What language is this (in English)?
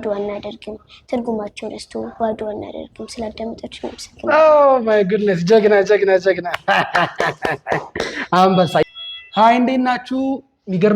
Amharic